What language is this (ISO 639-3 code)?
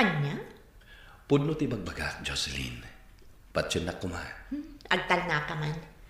ilo